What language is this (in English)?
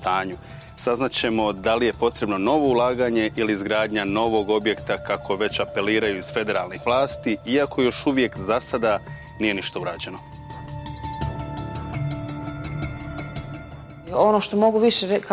Bosnian